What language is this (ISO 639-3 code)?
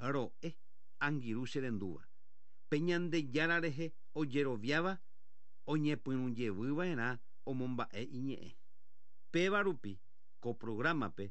grn